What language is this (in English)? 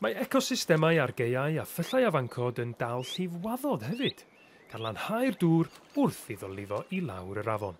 Welsh